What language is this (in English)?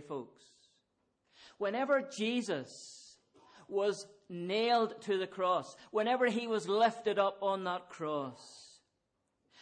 English